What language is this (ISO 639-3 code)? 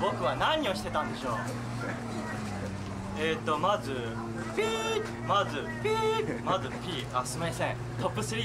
jpn